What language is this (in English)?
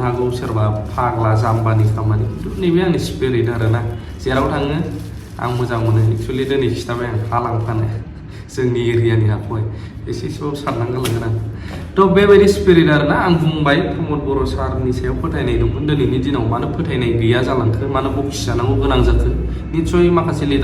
Bodo